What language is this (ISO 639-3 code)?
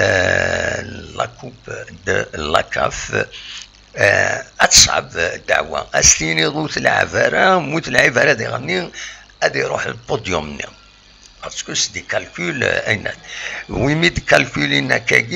kab